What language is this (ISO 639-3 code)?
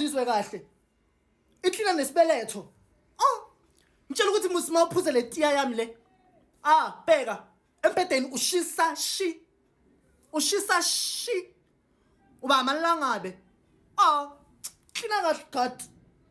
zul